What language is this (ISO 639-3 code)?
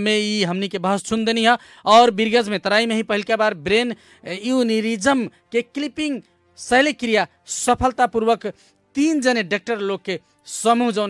bho